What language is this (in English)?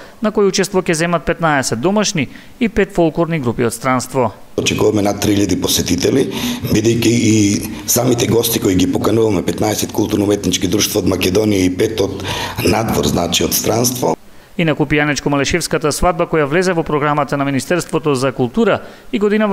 Macedonian